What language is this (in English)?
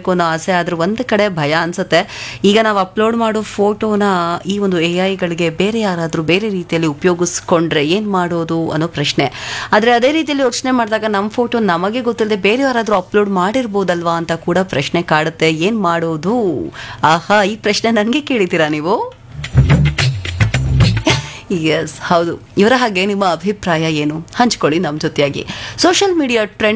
Kannada